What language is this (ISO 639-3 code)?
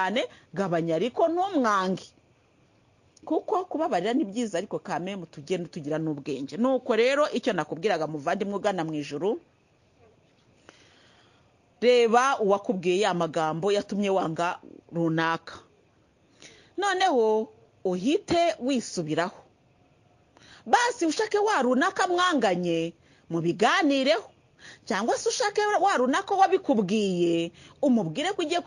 kin